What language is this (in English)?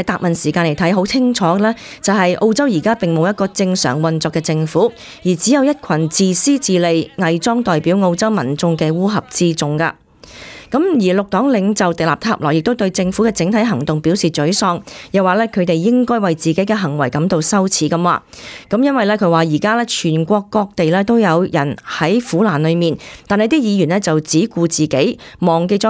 Cantonese